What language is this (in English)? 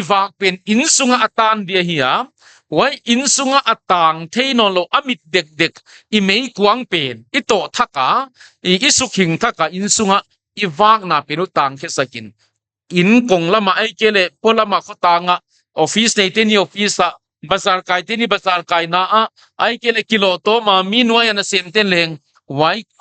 Paite Chin